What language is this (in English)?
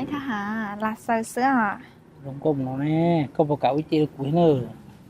Hmong